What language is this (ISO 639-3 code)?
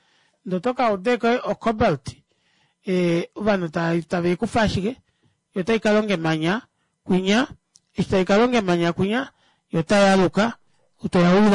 kua